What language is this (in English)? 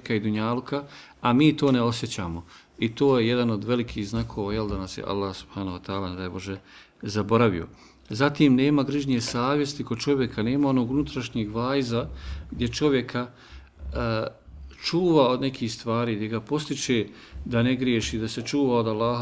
Bosnian